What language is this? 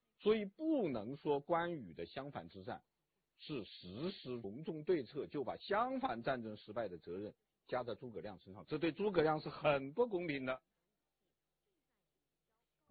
Chinese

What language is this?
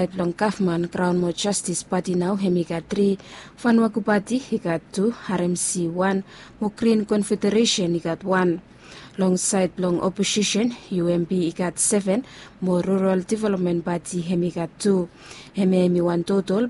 Bislama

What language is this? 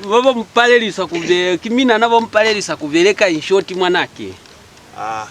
Lozi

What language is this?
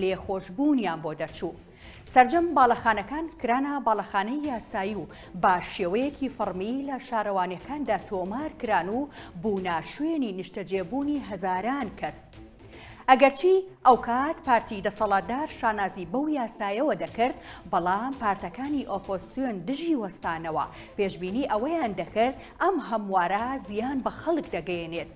Central Kurdish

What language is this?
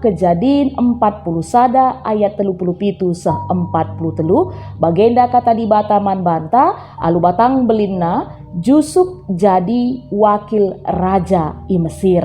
Batak Karo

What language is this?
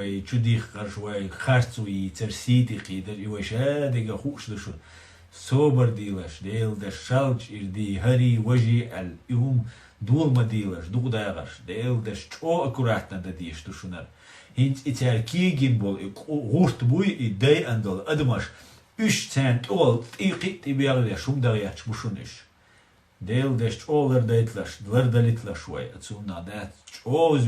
Chechen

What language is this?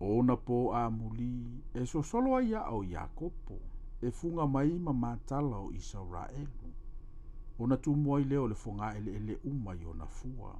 Samoan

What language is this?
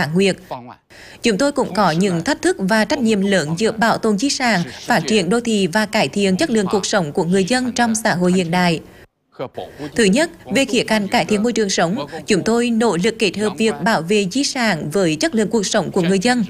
Vietnamese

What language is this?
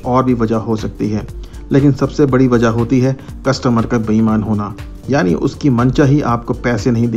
Hindi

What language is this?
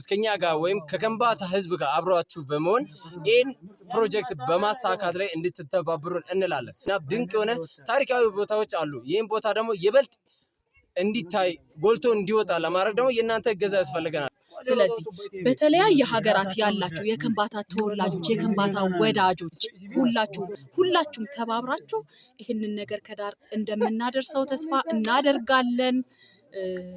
Amharic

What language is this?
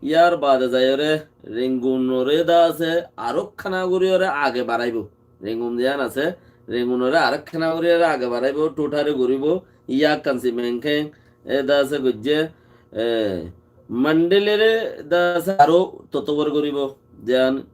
Rohingya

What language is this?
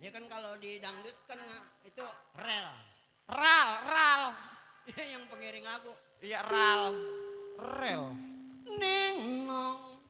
Betawi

